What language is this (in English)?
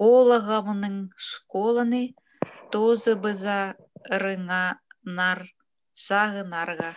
Khakas